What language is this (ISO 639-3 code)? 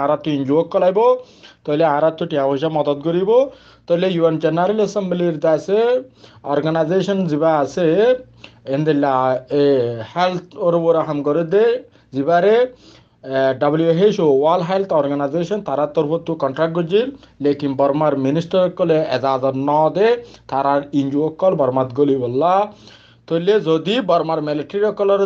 rhg